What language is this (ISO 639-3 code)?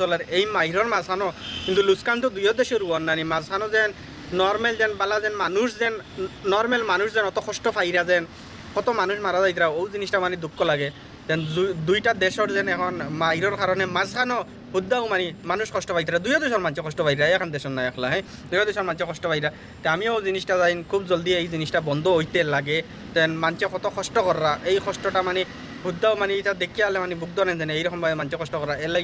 syl